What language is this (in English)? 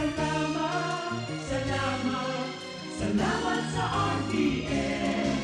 Bikol